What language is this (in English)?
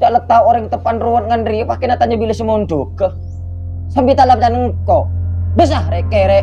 Madurese